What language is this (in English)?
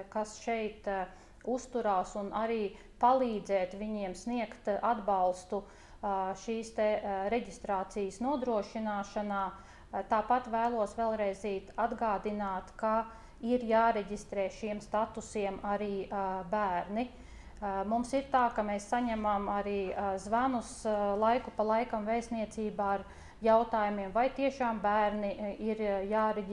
Latvian